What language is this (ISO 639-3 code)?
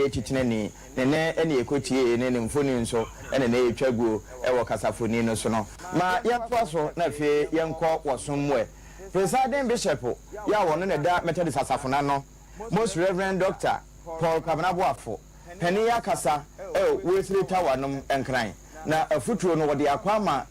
aka